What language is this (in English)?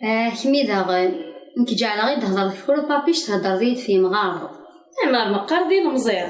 Kabyle